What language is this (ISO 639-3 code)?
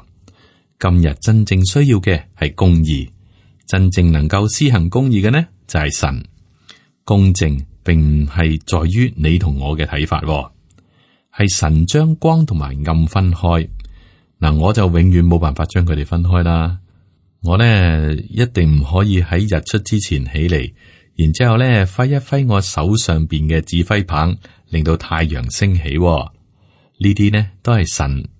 yue